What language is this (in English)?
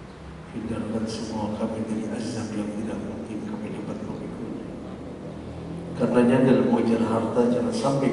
Indonesian